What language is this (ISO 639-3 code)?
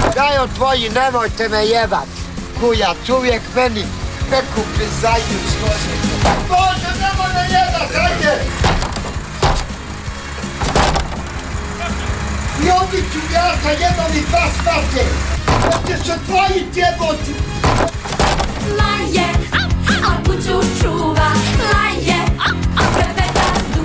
hrv